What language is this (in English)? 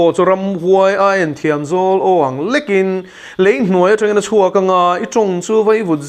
Mizo